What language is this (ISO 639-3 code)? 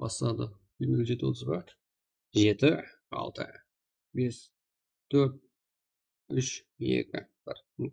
kaa